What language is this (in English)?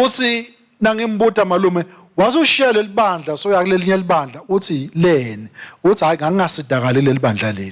Swati